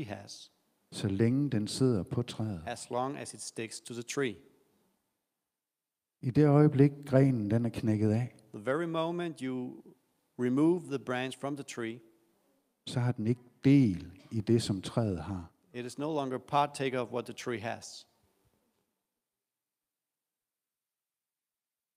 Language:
Danish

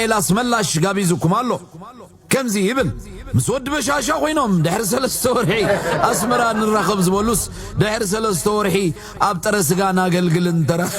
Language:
Tigrinya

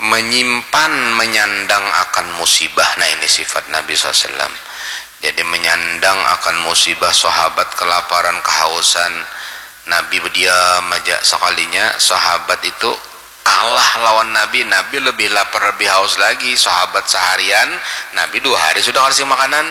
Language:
Banjar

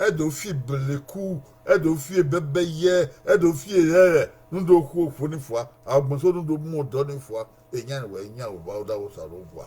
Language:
Bini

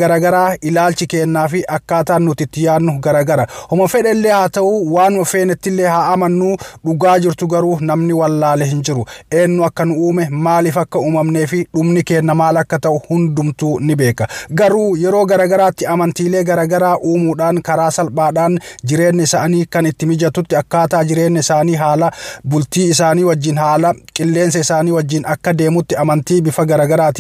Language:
Oromo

